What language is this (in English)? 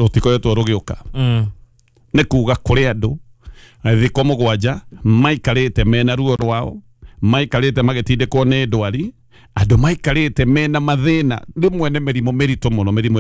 Kikuyu